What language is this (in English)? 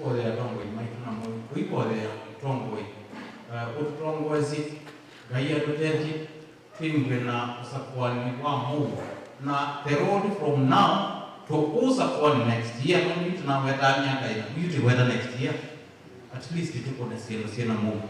Kamba